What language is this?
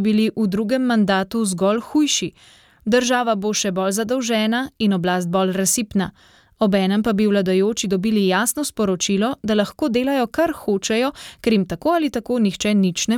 Slovenian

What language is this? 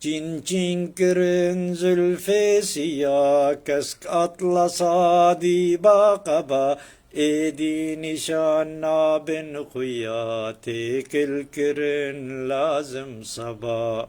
Kurdish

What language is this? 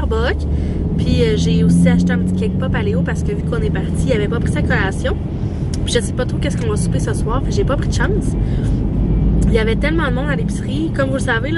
French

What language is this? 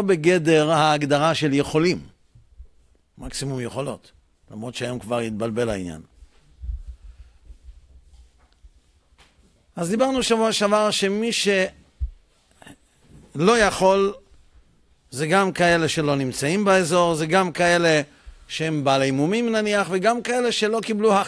Hebrew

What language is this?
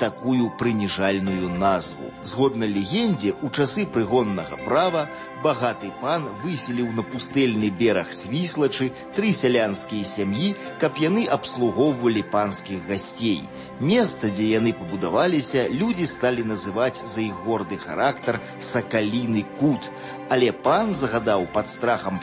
Belarusian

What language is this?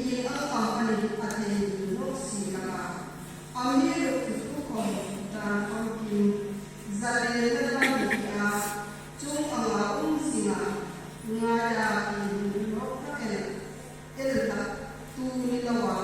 Hmar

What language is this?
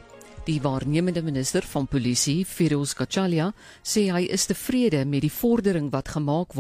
Afrikaans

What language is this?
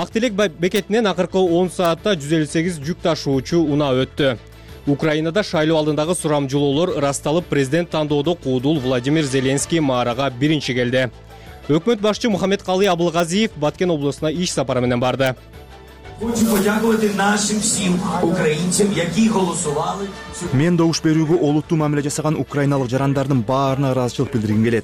Kyrgyz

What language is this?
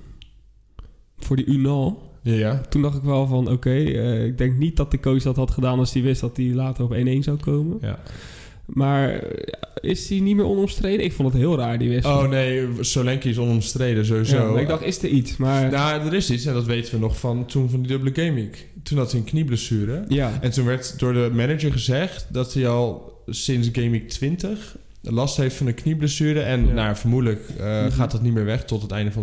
Dutch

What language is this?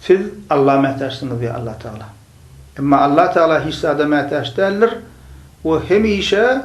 Turkmen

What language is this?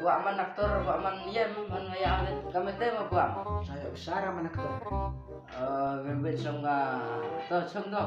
Khasi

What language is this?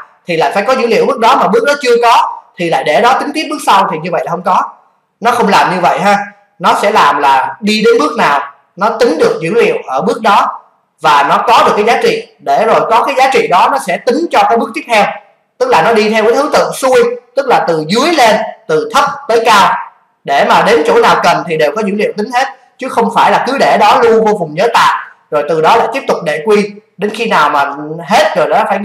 Vietnamese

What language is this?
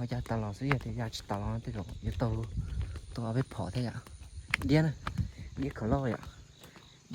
Hmong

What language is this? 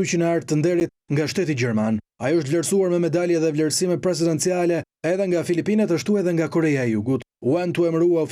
Albanian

